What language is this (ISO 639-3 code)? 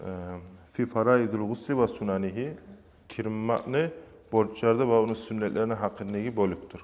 kum